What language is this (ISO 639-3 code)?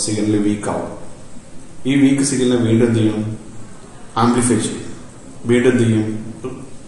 mal